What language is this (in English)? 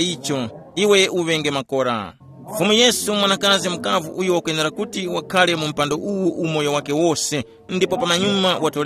Tumbuka